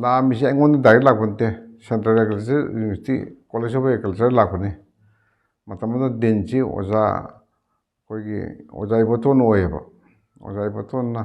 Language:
Manipuri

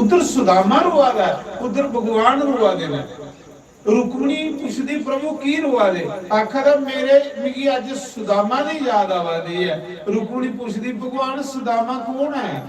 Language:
Dogri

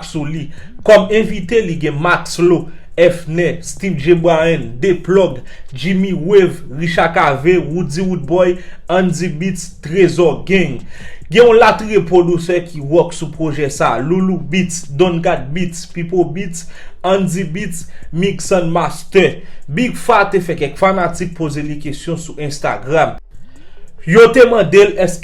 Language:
Haitian Creole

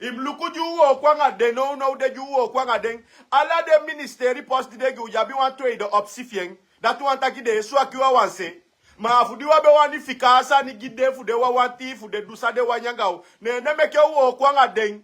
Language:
Sranan Tongo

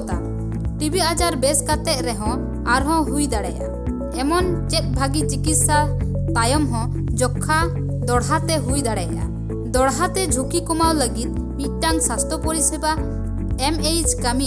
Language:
Santali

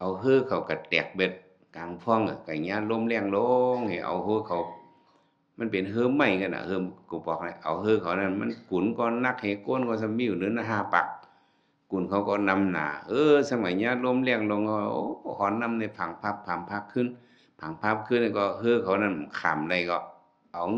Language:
Shan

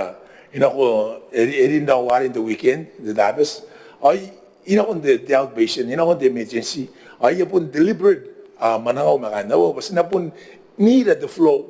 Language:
Gilbertese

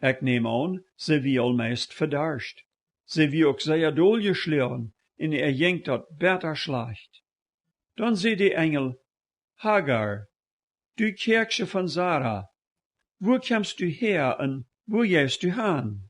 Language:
Plautdietsch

